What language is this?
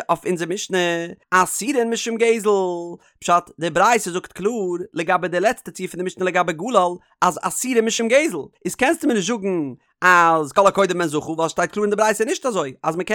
Yiddish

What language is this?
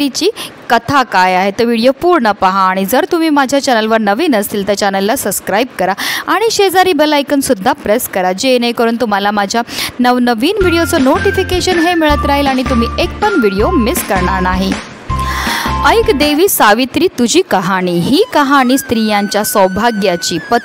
Marathi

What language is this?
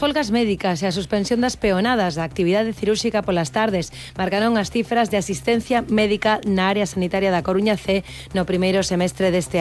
Galician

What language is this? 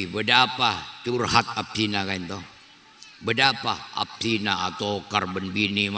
Madurese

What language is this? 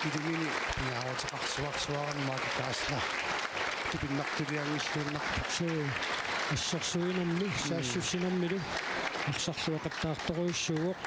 Kalaallisut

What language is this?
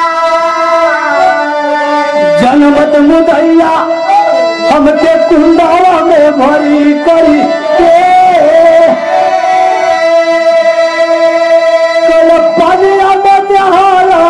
Bhojpuri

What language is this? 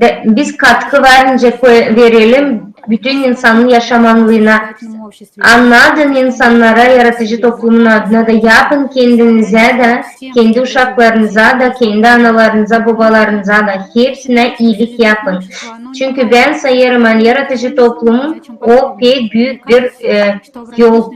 Gagauz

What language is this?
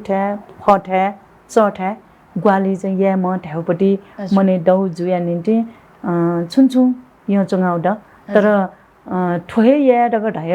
Newari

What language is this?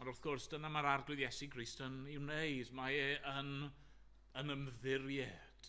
Welsh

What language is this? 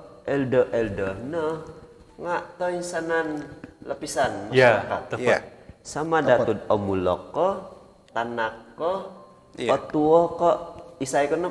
Central Dusun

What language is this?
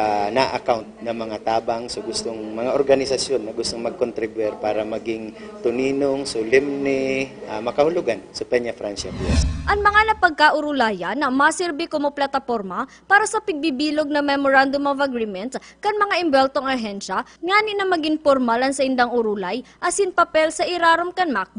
Bikol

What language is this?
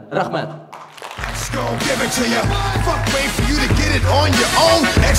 Bashkir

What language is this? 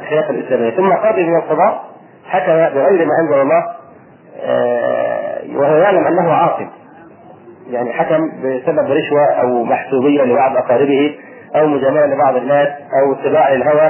Arabic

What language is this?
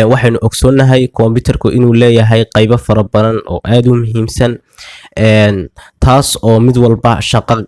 Somali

